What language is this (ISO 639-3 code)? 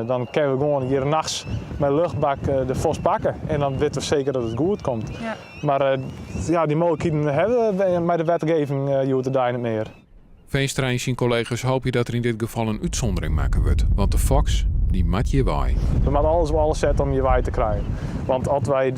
fry